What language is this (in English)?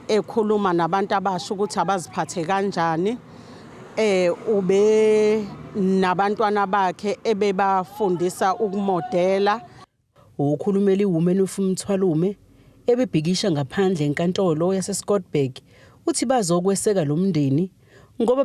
Zulu